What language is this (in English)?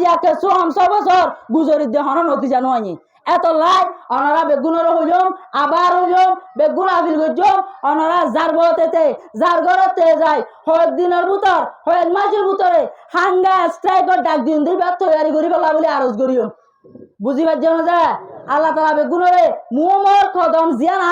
Rohingya